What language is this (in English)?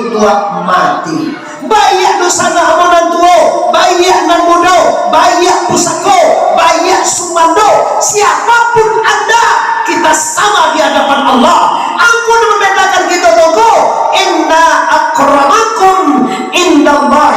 Minangkabau